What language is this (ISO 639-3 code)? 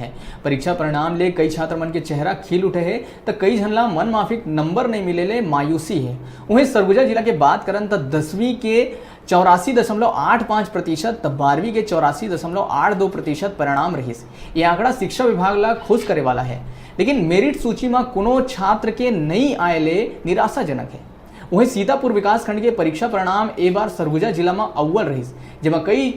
hne